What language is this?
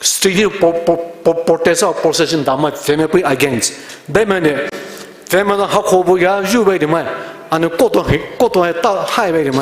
Poumei Naga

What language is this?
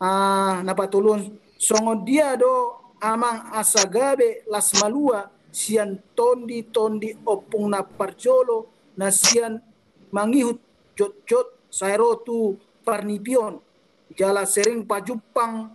Batak Toba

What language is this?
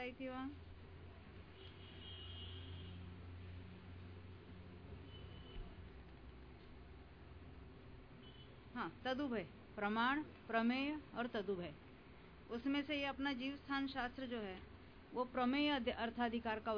Hindi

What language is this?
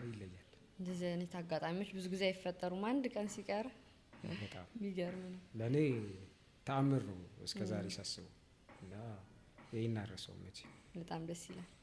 Amharic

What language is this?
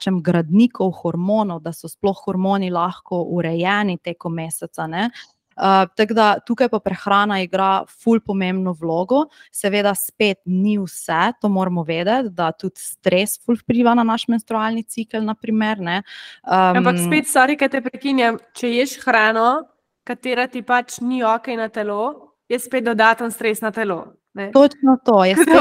Slovenian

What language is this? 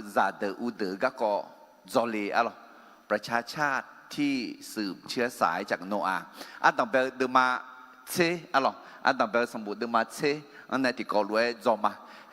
Akha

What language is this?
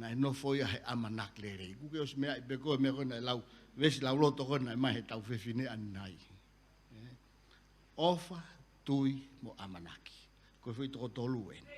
Tongan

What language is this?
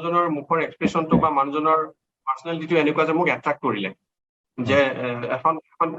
Assamese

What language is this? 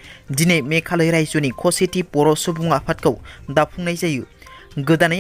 Bodo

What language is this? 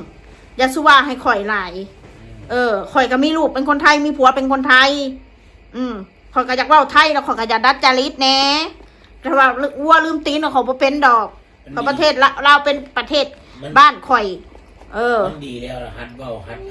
Northeastern Thai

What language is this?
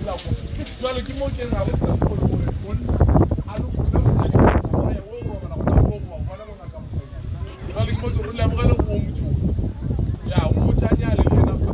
Northern Sotho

